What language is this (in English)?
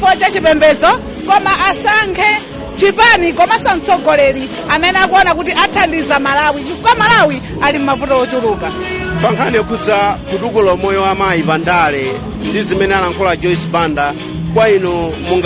Nyanja